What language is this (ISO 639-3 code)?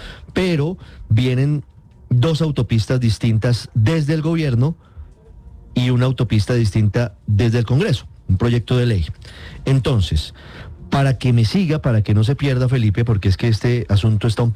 spa